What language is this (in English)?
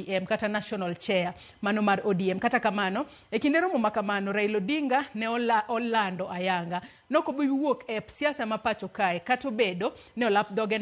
Luo (Kenya and Tanzania)